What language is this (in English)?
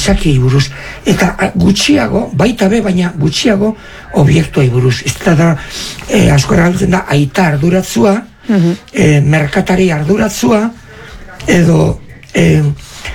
Basque